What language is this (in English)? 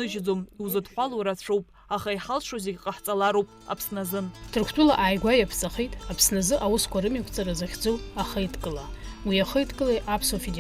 Abkhazian